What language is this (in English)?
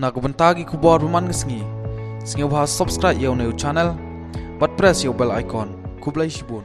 Khasi